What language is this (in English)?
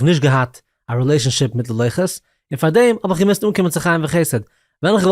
Yiddish